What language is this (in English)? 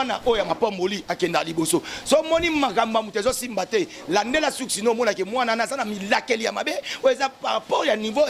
Lingala